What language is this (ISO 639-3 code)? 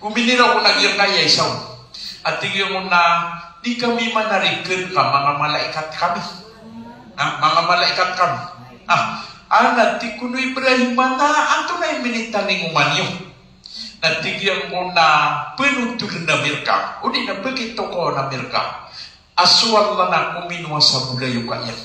mrw